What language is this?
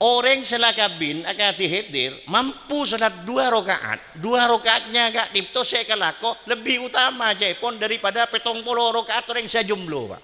Madurese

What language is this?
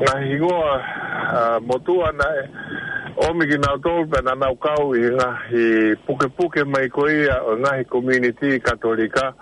Tongan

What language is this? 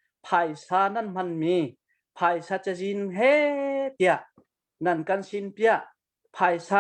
Hakha Chin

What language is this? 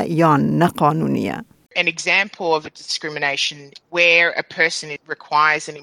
Kurdish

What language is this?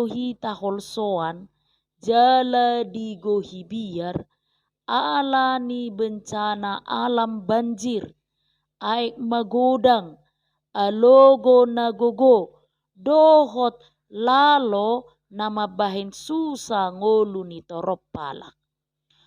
Batak Toba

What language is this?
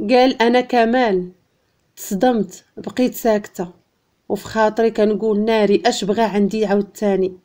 Moroccan Arabic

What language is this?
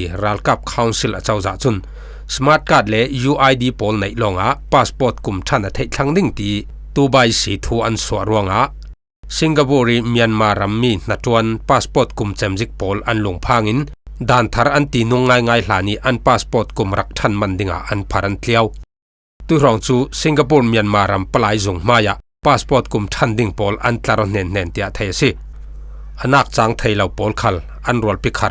Falam Chin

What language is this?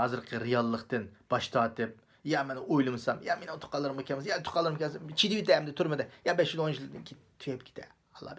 Uyghur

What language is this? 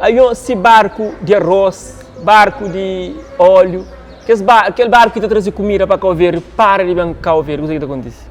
Kabuverdianu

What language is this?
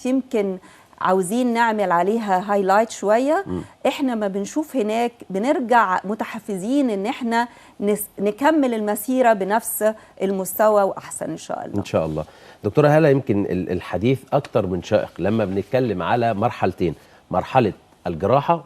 Egyptian Arabic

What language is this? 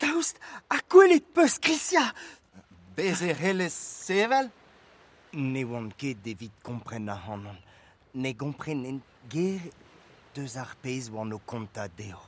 Breton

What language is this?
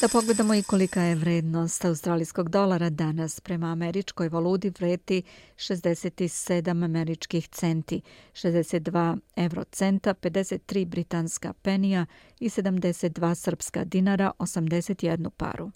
Serbian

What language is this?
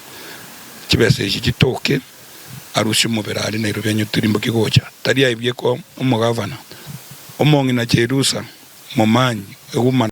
Gusii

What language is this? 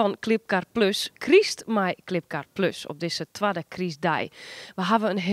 Western Frisian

